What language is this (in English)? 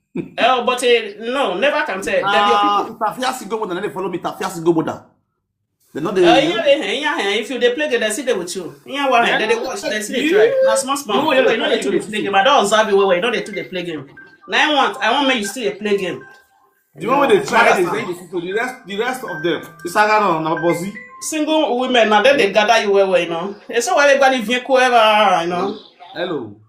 Nigerian Pidgin